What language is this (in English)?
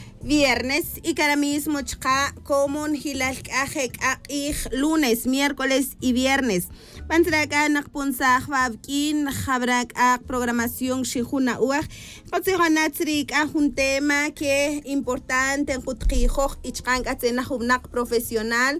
Kaqchikel